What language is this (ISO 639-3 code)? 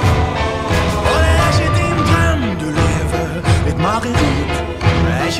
nor